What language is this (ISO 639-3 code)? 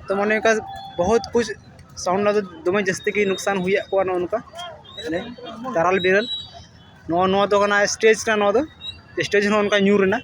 sat